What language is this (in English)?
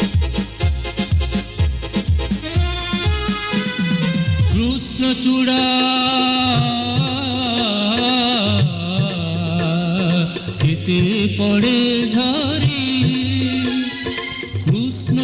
Odia